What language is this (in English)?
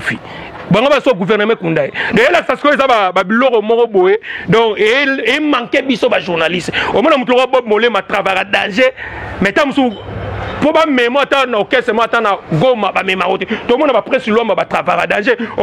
Lingala